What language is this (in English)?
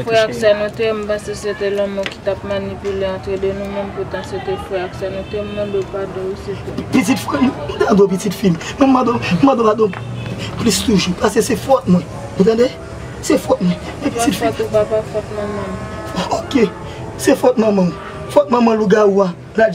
Haitian Creole